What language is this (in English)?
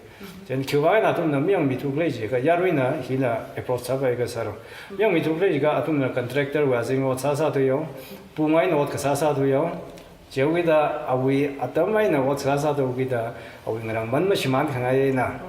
Tangkhul Naga (India)